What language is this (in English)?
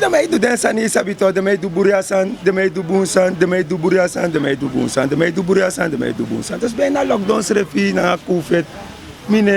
Sranan Tongo